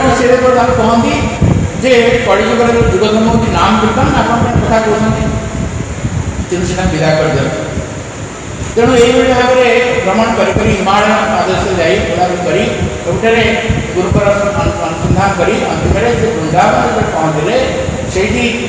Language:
Odia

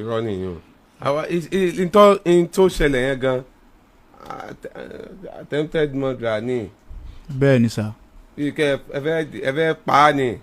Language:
Yoruba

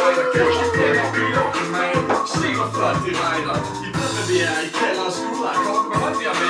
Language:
Danish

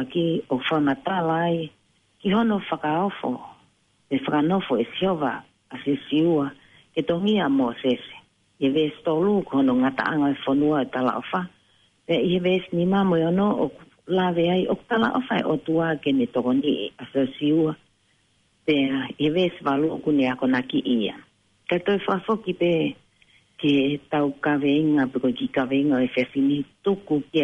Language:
Tongan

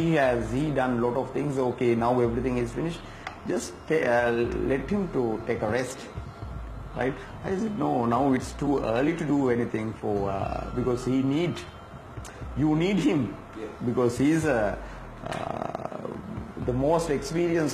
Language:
English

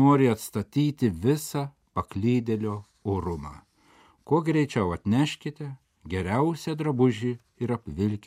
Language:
Lithuanian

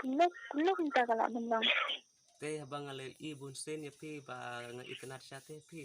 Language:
Khasi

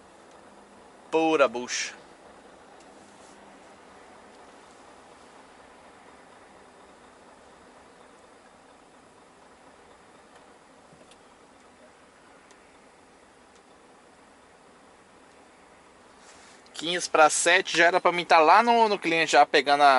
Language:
Portuguese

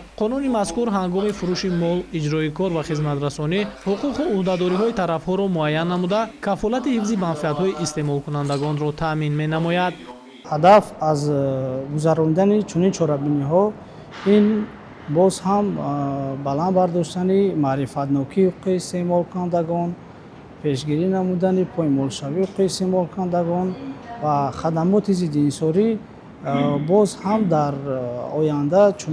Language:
Tajik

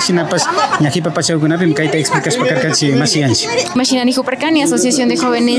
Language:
Imbabura Highland Quichua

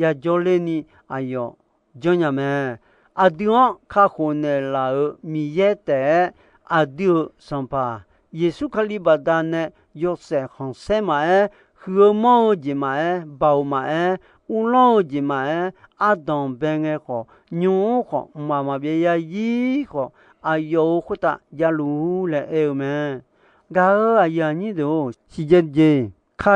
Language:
Akha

